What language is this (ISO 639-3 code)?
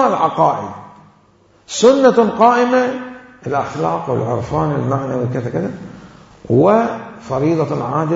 acm